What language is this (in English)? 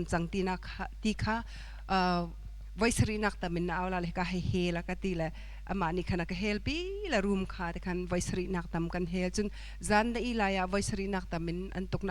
Hakha Chin